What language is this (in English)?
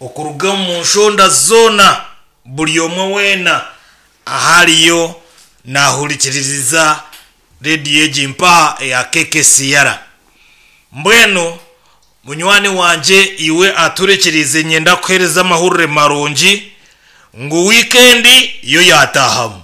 Nyankole